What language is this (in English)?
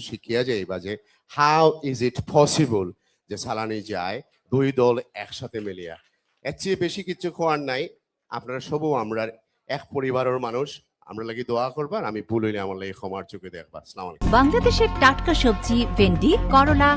Sylheti